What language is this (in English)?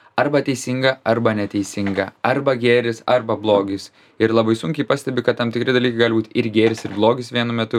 Lithuanian